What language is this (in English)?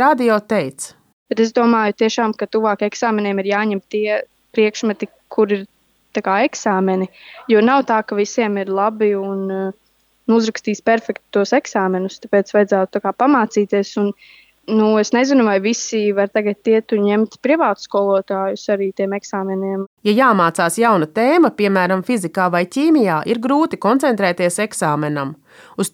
Latvian